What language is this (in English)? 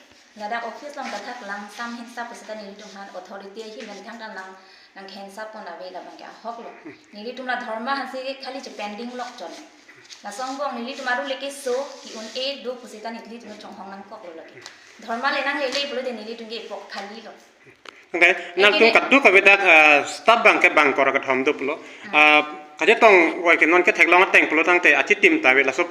Karbi